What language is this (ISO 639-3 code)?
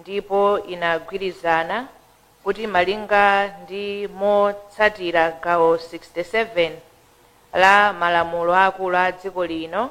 nya